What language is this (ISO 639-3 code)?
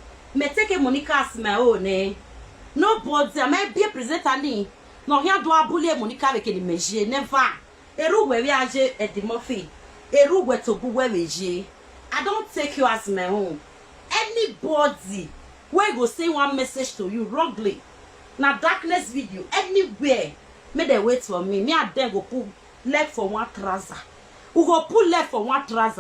pcm